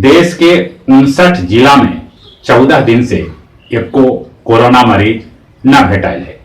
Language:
Magahi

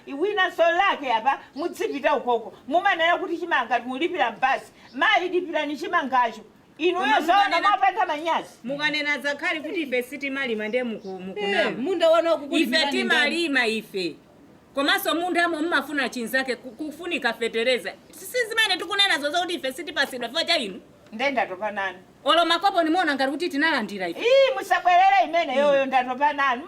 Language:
Nyanja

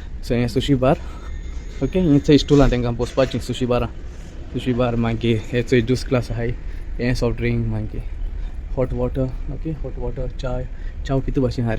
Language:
Konkani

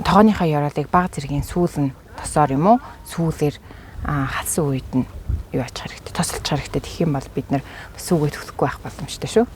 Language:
Mongolian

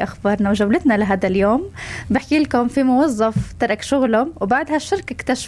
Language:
North Levantine Arabic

